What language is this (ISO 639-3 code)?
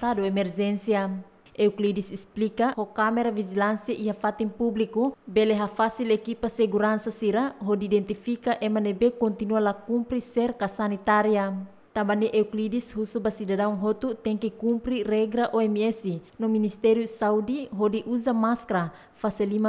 tet